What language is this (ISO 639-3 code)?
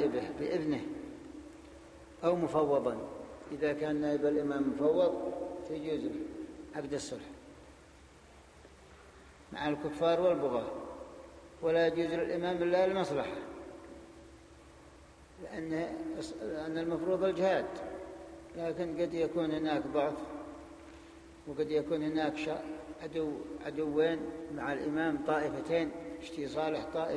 ara